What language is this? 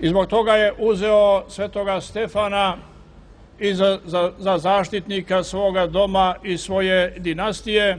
Serbian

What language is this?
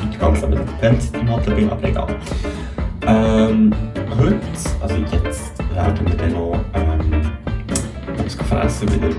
Swiss German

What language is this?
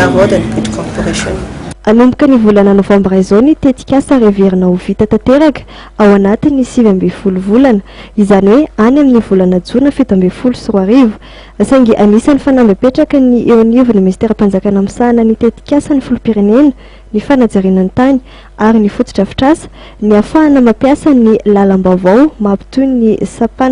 Malagasy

